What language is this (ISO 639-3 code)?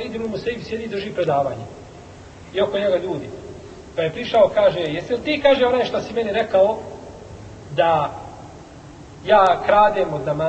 bos